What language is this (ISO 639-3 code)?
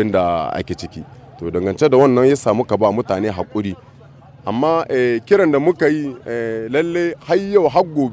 hau